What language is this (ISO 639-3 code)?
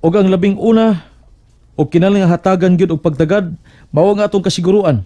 ceb